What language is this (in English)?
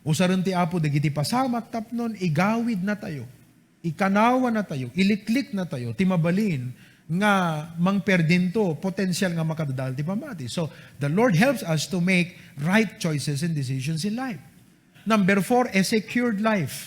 Iloko